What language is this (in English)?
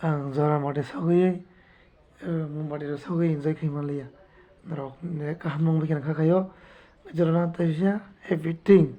Kok Borok